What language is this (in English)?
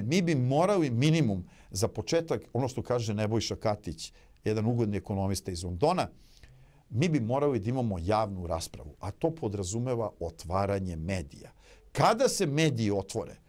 Serbian